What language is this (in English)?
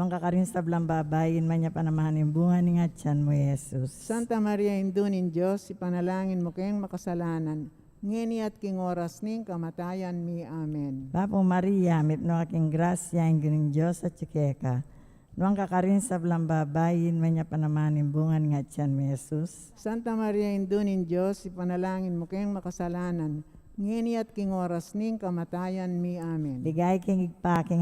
Pampanga